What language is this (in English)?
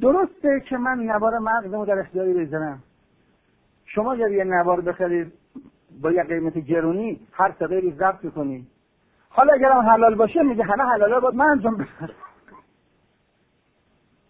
Persian